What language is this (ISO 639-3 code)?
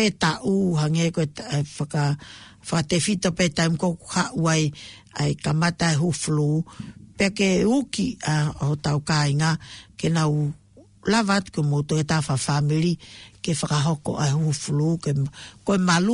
ton